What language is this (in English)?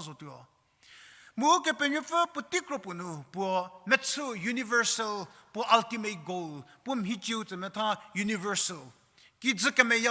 Angami Naga